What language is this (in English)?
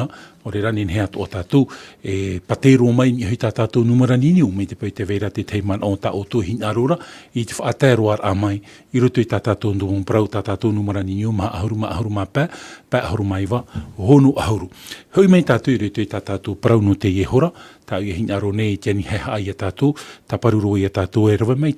Tahitian